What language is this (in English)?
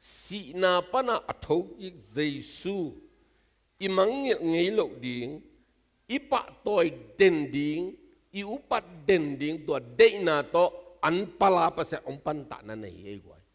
Tedim Chin